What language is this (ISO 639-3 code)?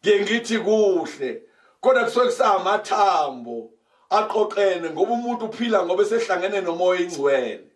zul